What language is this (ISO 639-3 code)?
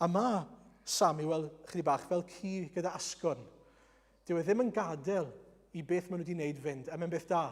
cym